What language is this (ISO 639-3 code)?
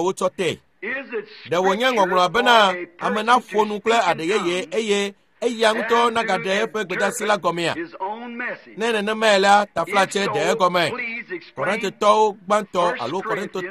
ewe